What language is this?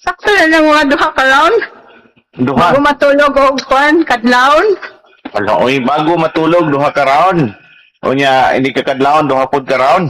Cebuano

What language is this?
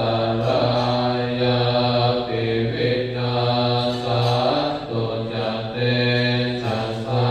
Pali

